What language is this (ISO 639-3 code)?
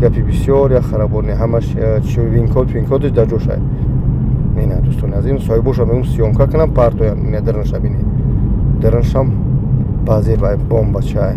tgk